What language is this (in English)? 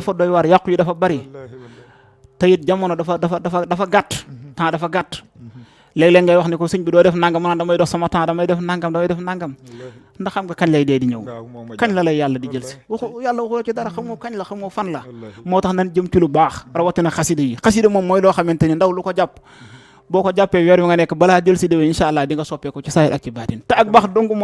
Wolof